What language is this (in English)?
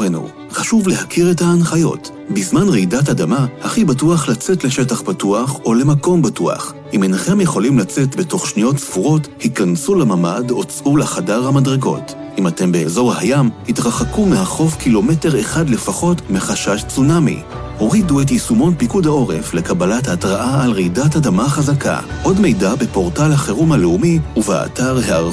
Hebrew